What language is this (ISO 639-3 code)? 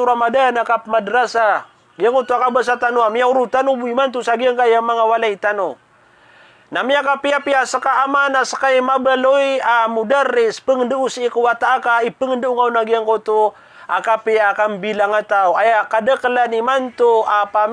mrw